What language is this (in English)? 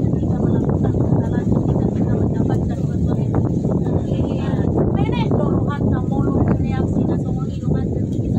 Batak Toba